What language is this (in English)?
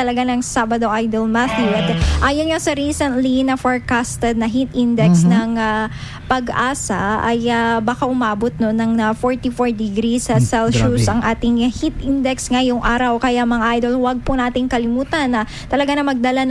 Filipino